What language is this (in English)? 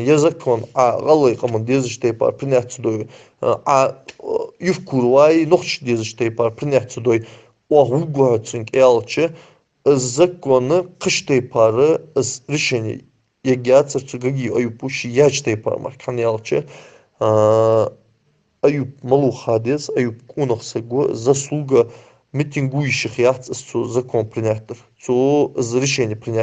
Ingush